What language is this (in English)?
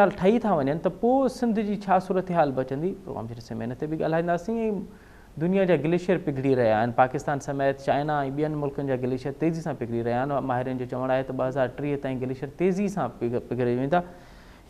Sindhi